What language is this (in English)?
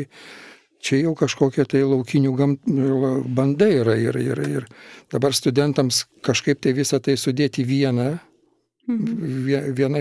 Lithuanian